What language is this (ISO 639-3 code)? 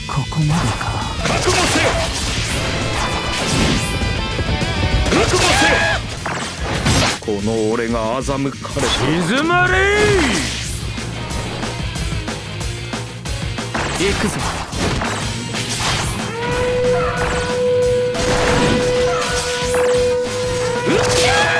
jpn